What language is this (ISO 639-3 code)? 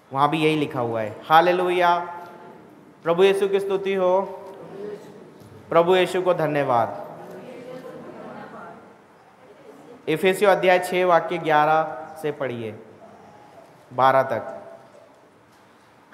hin